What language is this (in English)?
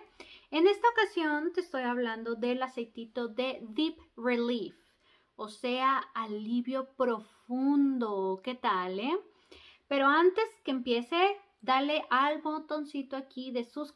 Spanish